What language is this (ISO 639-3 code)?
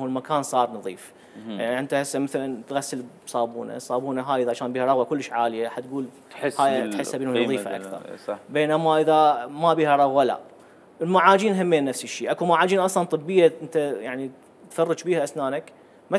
acm